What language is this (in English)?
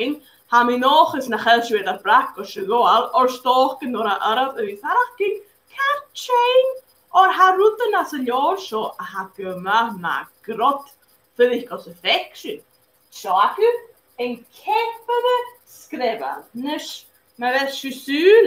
Scottish Gaelic